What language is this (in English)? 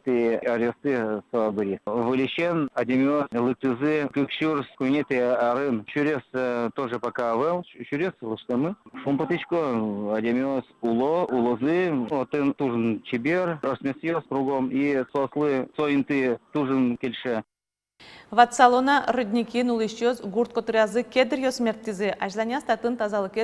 Udmurt